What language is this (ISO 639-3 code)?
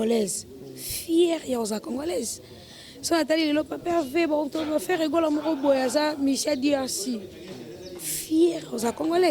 lin